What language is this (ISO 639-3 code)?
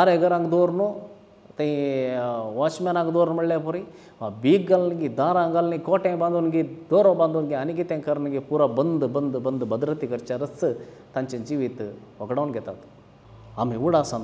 kok